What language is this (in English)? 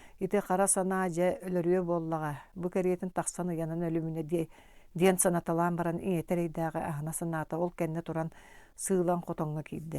Yakut